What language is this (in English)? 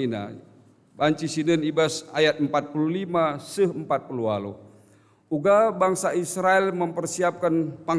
Batak Karo